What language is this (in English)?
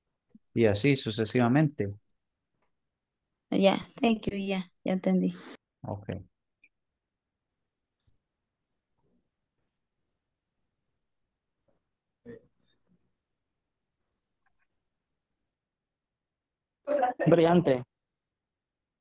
Spanish